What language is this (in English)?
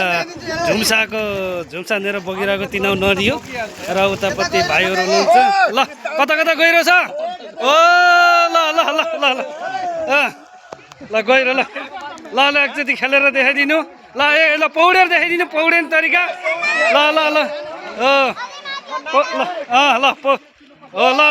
Nepali